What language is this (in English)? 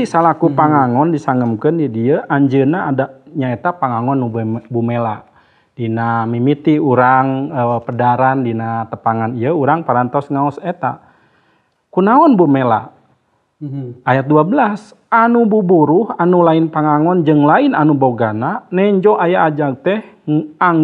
Sundanese